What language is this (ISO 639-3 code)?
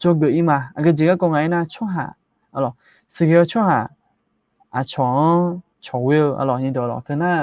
ahk